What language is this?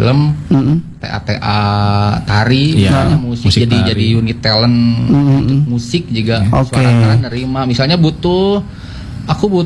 Indonesian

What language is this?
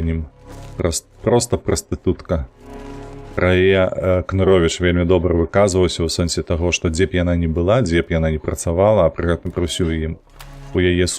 Belarusian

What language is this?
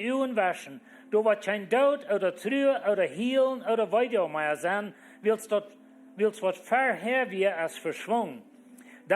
Plautdietsch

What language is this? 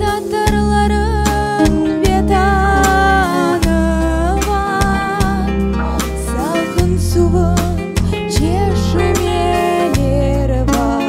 Crimean Tatar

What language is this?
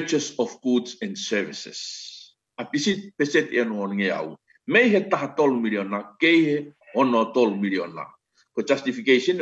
Tongan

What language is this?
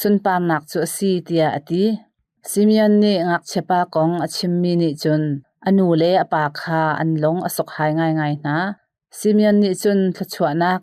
Hakha Chin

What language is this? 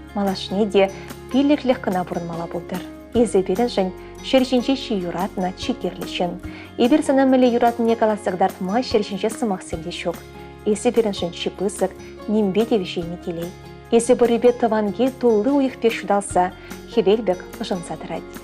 Chuvash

